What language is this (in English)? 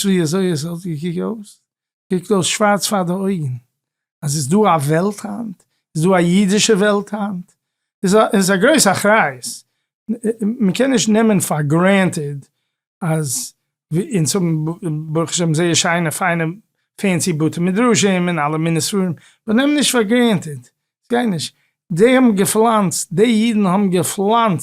Yiddish